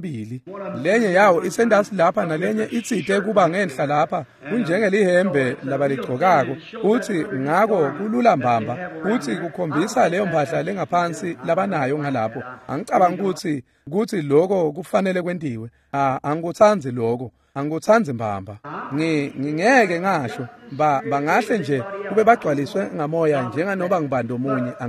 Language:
Swati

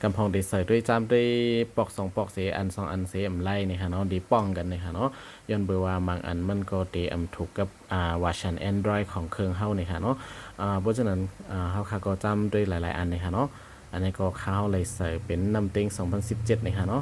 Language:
Shan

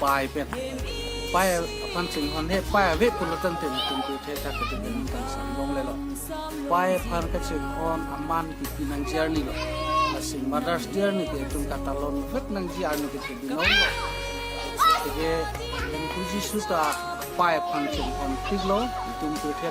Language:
Karbi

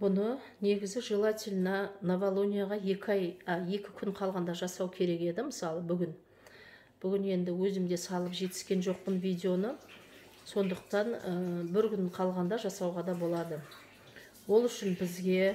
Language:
Kazakh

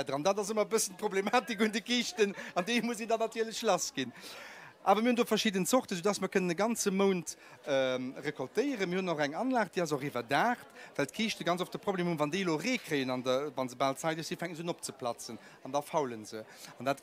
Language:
Luxembourgish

